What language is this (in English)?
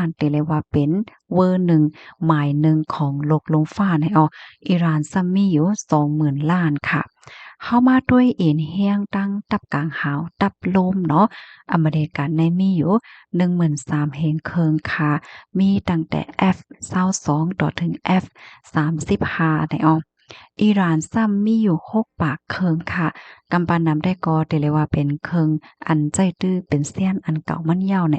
Shan